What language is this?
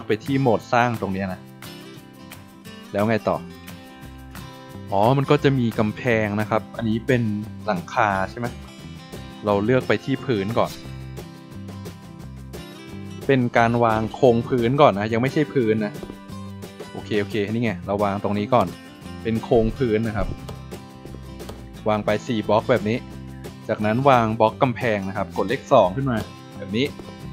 Thai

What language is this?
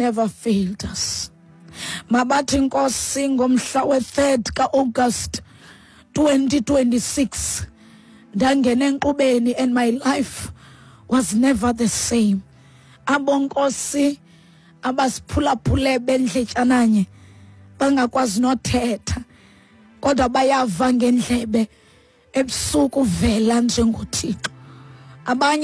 Xhosa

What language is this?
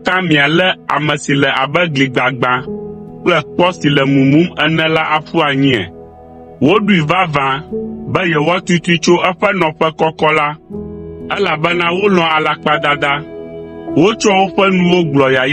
Ewe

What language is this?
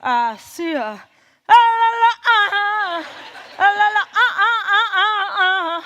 Bavarian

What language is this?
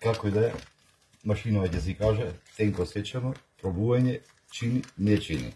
Macedonian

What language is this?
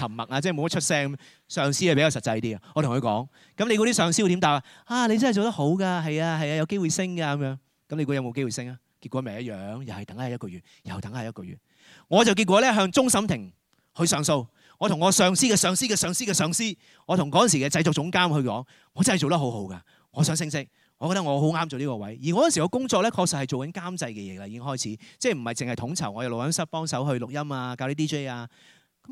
Cantonese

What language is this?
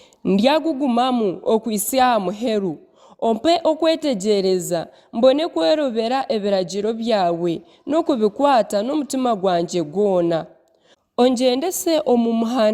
Nyankole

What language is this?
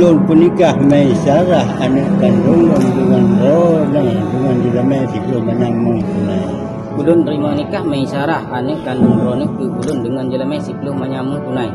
Achinese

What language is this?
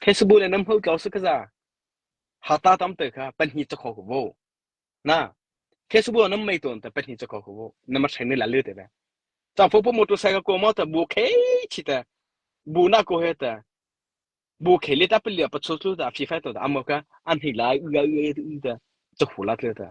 Mara Chin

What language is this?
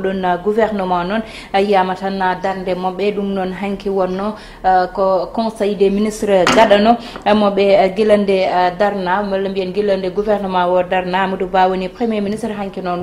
Fula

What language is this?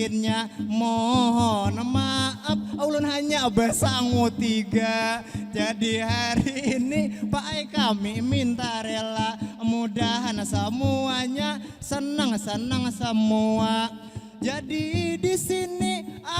Banjar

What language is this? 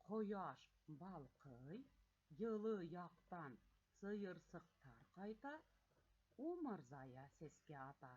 Bashkir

